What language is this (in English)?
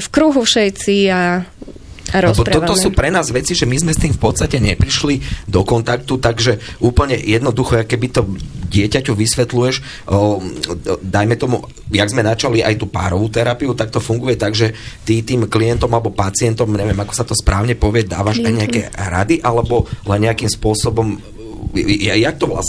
Slovak